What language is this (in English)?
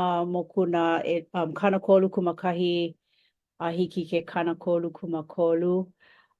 Hawaiian